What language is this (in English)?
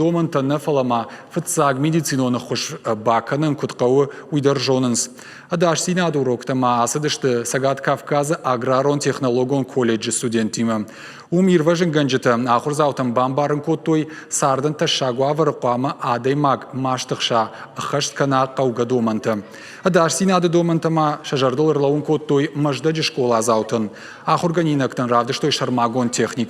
Ossetic